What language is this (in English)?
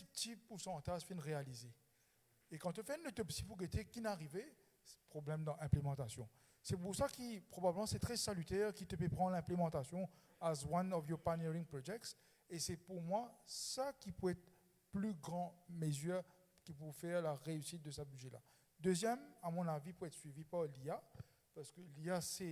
Morisyen